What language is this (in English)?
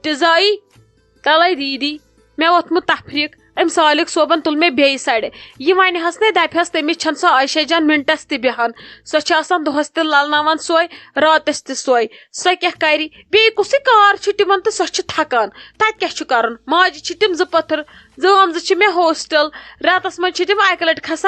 Kashmiri